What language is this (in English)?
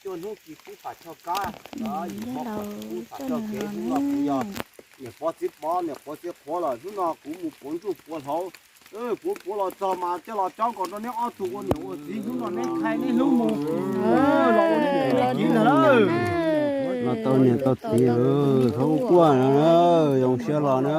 Hmong